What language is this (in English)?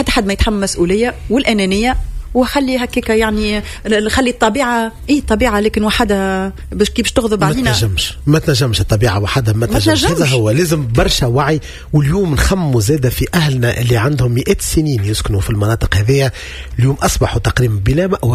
Tunisian Arabic